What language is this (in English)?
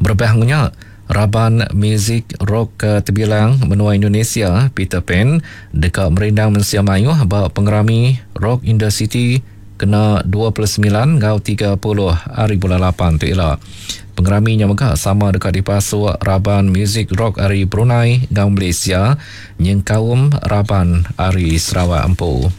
Iban